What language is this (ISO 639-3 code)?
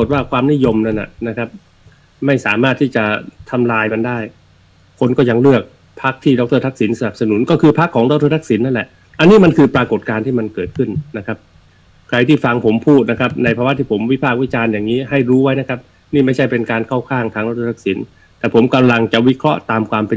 tha